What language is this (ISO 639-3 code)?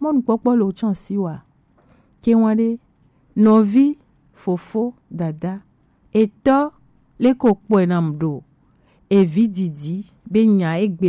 gej